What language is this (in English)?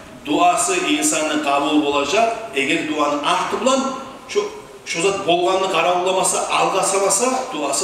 Kumyk